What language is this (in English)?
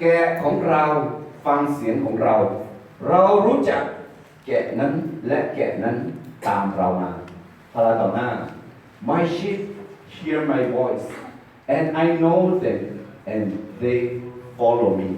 Akha